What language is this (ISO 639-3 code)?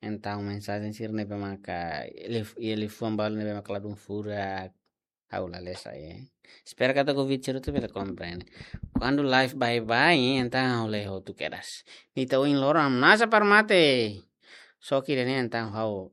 tet